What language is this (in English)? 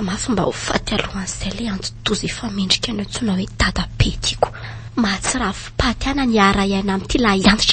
Malagasy